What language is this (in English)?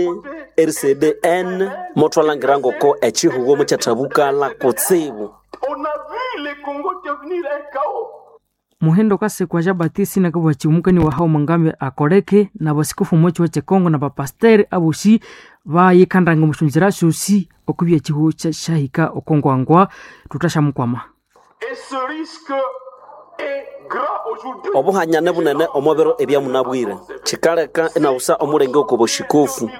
Nande